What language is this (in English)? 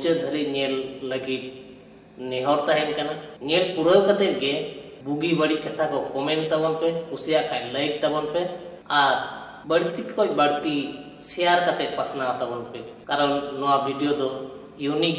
Santali